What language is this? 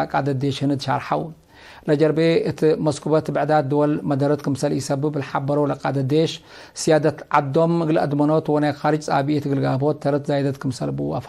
Tigre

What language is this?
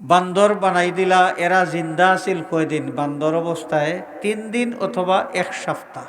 Sylheti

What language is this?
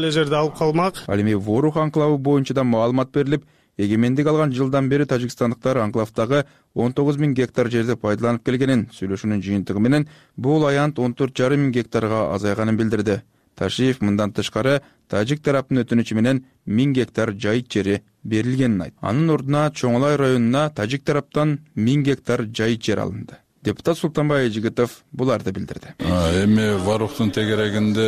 Kyrgyz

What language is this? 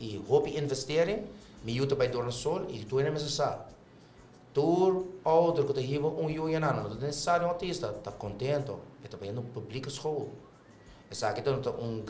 Papiamento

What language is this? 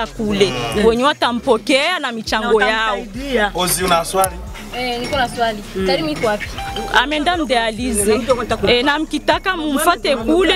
Swahili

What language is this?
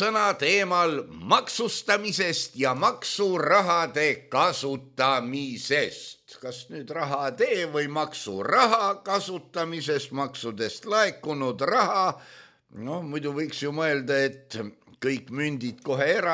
Estonian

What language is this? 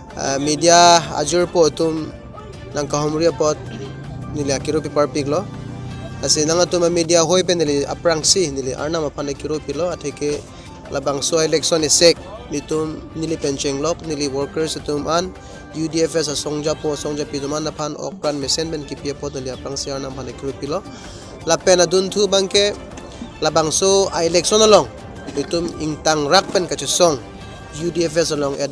Karbi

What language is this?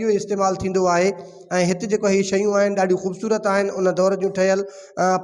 Sindhi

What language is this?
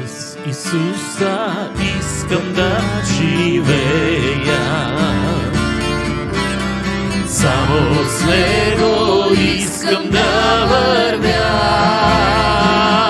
Bulgarian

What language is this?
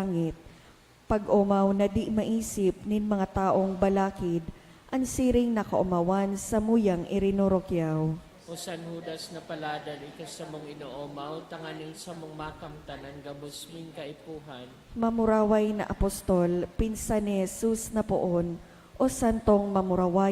Bikol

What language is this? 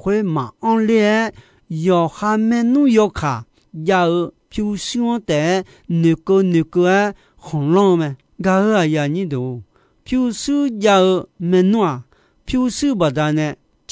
Akha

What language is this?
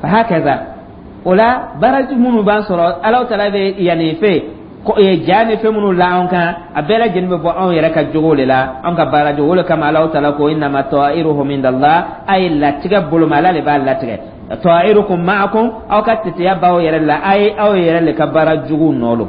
Dyula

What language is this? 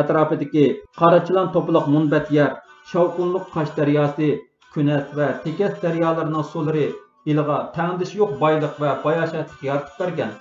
Uyghur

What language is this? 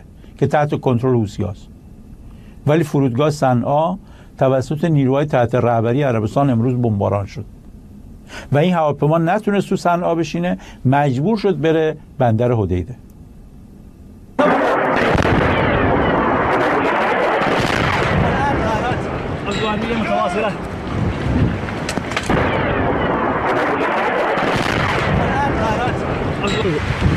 Persian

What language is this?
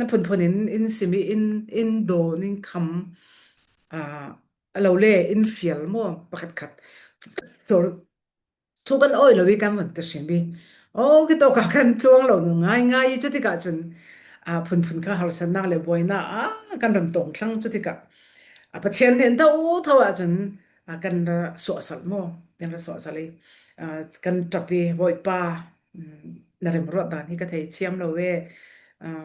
Falam Chin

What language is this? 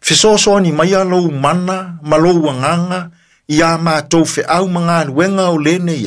Samoan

